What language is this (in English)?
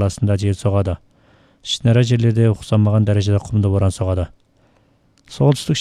Kazakh